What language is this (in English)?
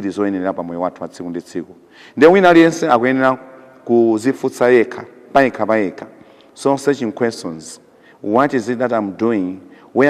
Nyanja